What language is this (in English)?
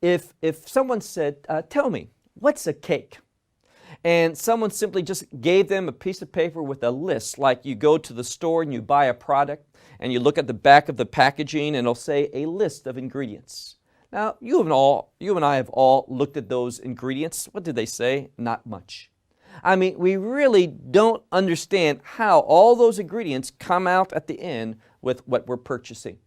English